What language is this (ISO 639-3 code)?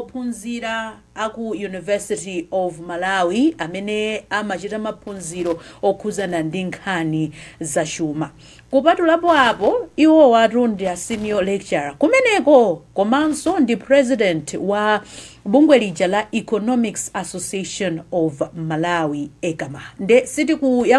nya